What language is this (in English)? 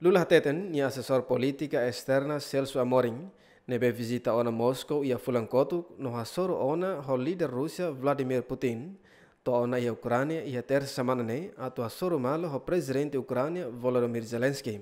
Tetum